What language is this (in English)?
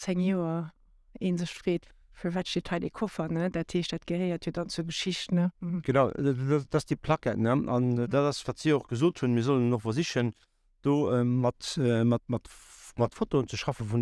Luxembourgish